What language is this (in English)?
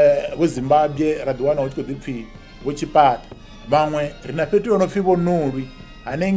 Venda